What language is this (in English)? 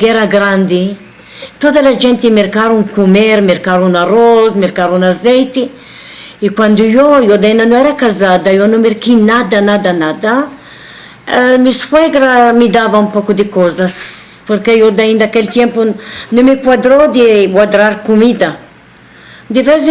Ladino